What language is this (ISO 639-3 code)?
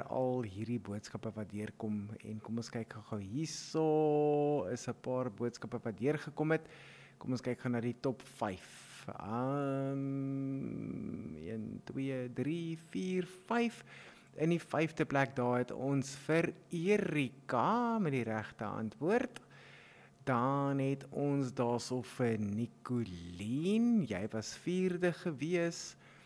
afr